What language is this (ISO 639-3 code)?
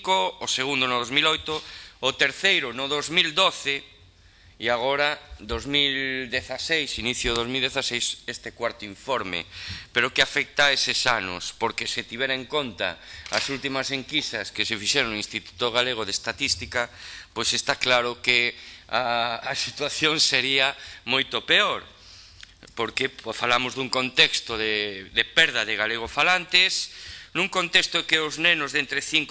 glg